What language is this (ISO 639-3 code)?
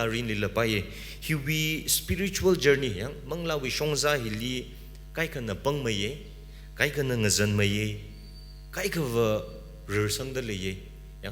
nmf